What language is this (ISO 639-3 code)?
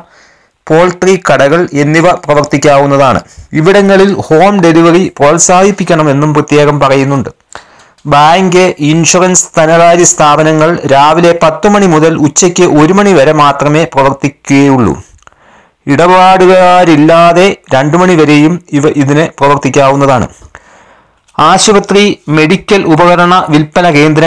mal